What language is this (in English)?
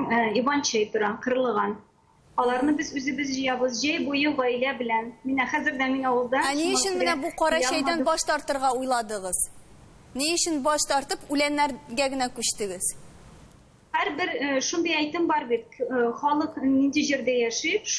Tatar